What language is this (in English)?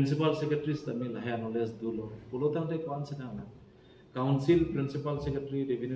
Karbi